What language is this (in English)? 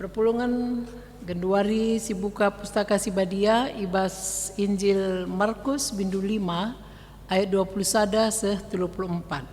Batak Karo